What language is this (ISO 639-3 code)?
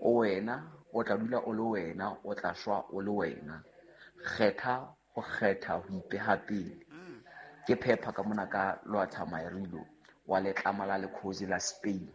sot